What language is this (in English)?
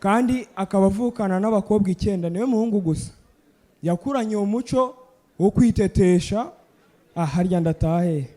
Kinyarwanda